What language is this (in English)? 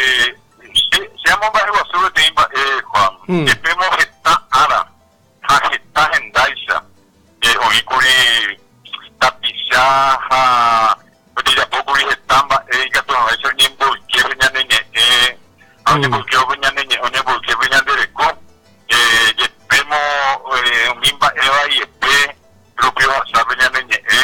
Guarani